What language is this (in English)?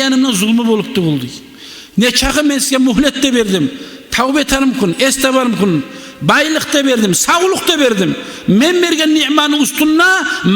Kumyk